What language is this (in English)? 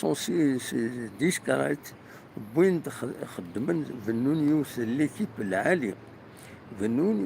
Kabyle